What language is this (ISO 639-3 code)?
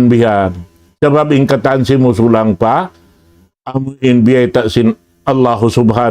tsg